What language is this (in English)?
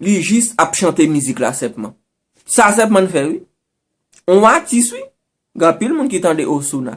Haitian Creole